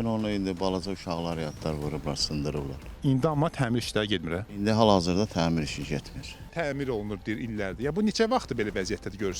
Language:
Azerbaijani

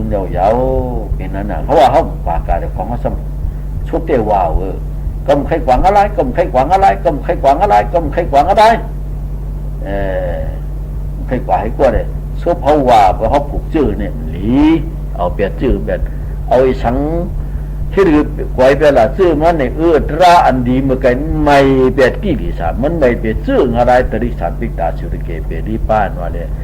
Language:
Shan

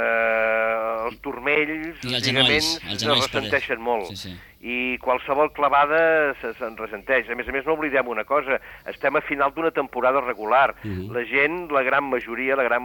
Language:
Catalan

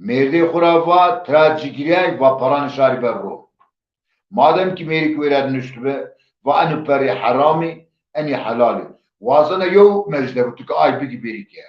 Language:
Zaza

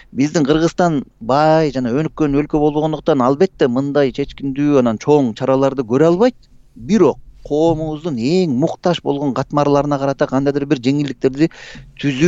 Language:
Kyrgyz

